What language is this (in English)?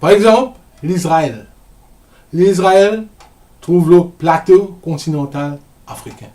Morisyen